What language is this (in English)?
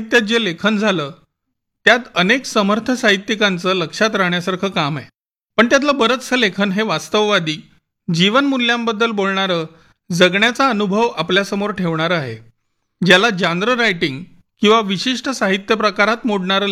Marathi